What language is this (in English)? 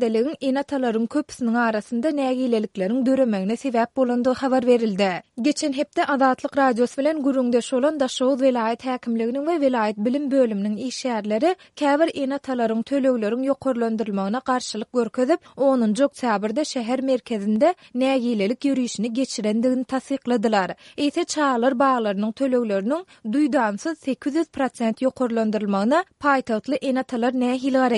Turkmen